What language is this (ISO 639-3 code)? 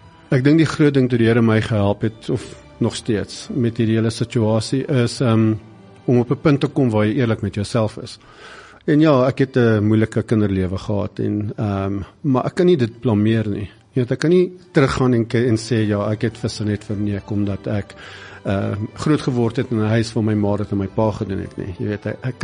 afr